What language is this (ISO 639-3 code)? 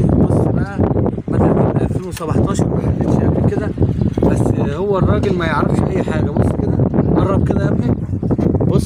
arz